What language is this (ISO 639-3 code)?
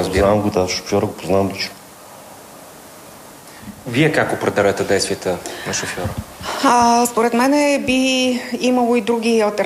bul